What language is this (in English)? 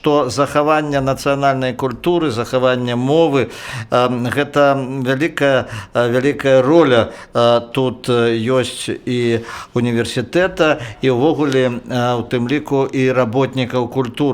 Belarusian